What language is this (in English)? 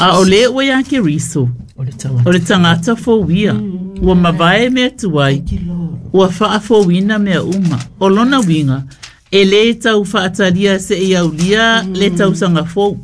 Samoan